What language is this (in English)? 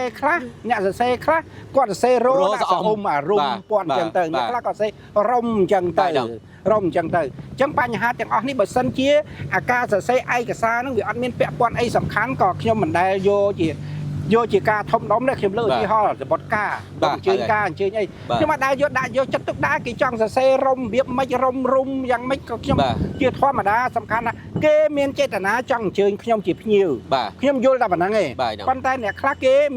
Khmer